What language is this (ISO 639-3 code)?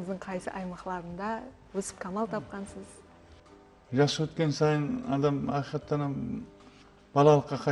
kaa